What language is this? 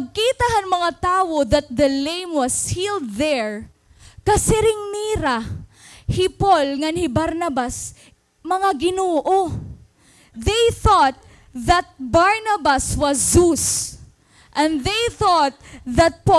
Waray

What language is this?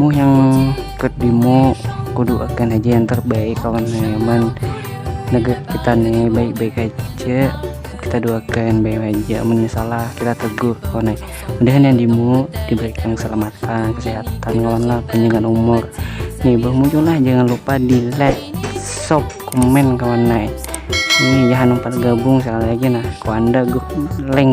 Banjar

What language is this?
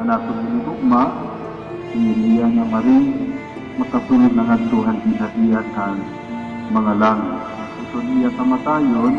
Waray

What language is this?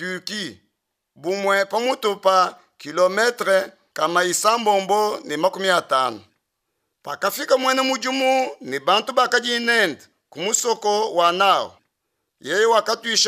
Luba-Lulua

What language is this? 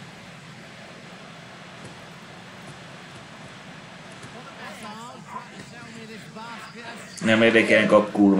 Hungarian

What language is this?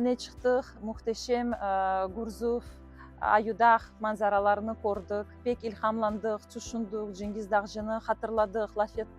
Crimean Tatar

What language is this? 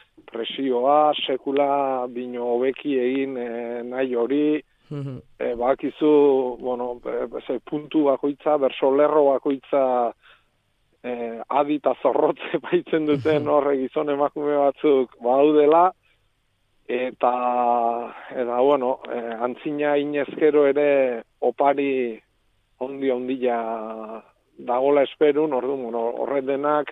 Basque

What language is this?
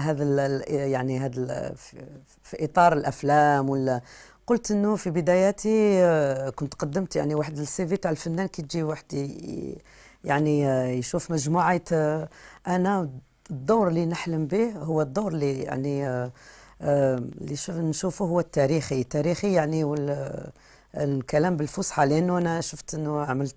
Algerian Arabic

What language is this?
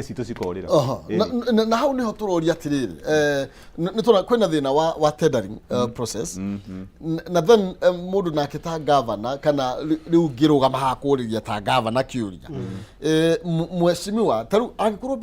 Kikuyu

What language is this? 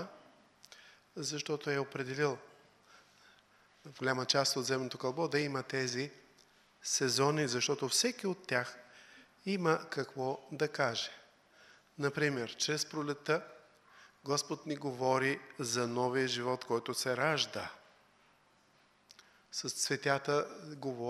Bulgarian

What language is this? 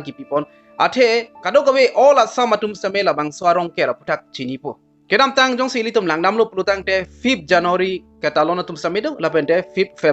Karbi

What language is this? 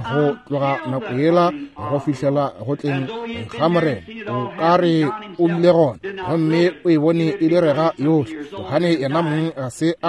Northern Sotho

